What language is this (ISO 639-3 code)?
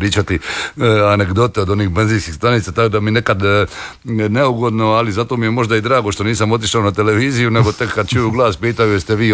hrv